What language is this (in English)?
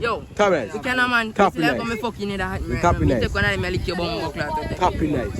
Jamaican Creole English